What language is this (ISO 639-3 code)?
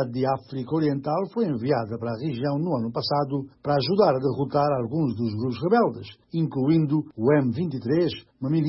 por